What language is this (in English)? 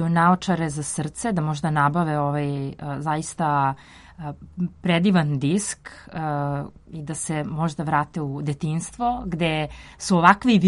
Serbian